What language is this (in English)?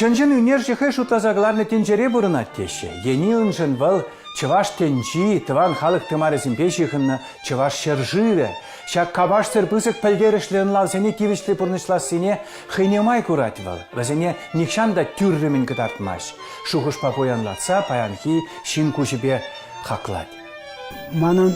Chuvash